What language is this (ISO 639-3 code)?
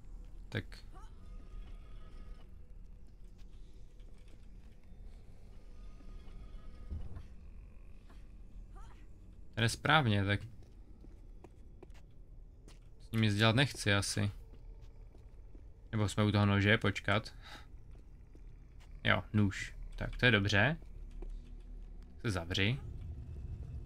ces